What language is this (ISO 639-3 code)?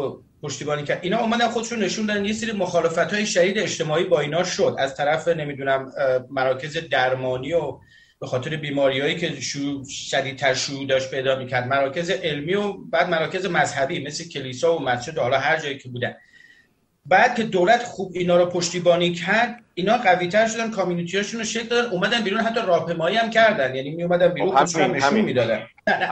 fas